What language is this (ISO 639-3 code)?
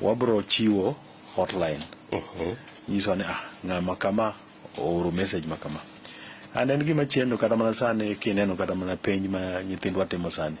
luo